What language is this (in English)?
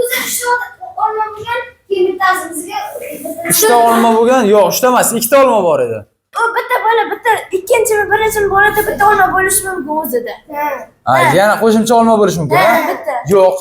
Uzbek